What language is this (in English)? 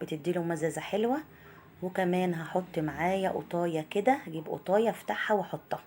Egyptian Arabic